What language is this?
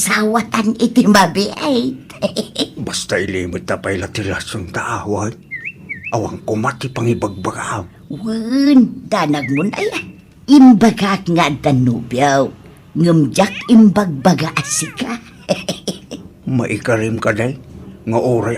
Iloko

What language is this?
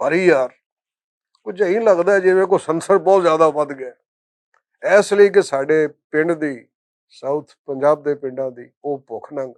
Western Panjabi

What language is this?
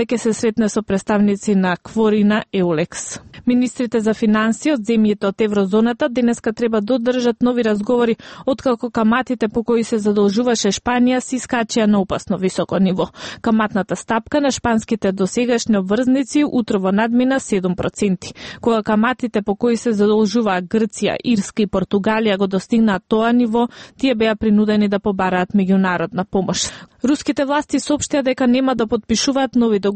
Macedonian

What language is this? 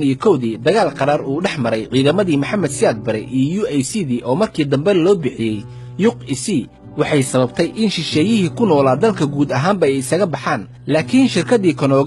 Somali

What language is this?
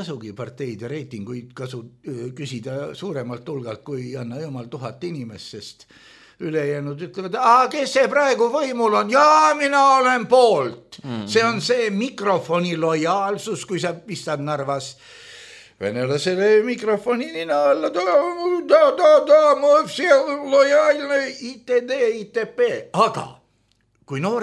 Estonian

